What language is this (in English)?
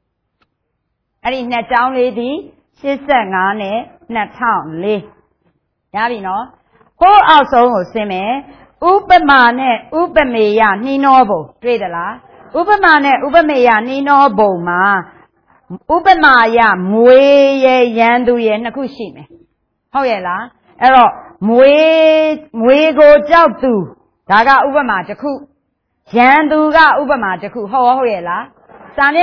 Burmese